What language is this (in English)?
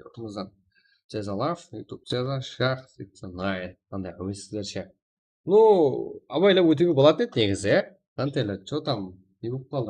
Kara-Kalpak